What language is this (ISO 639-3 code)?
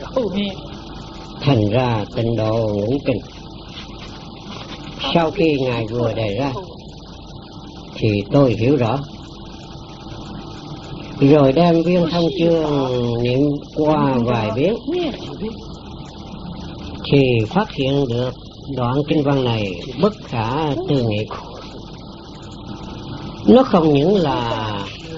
vie